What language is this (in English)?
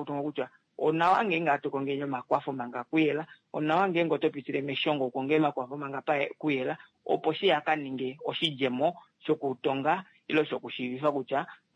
Kuanyama